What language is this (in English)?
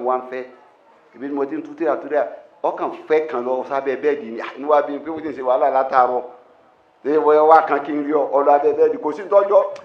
Yoruba